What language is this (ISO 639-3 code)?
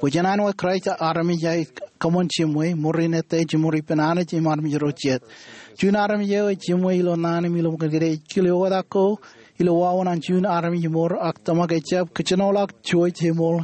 mah